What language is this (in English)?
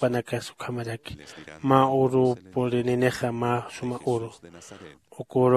Aymara